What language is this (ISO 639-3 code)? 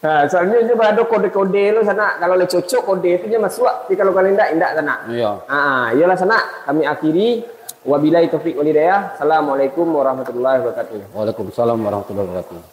min